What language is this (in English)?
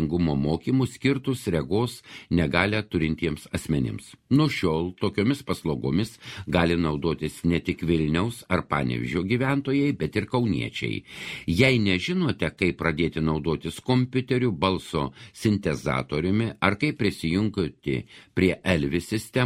Lithuanian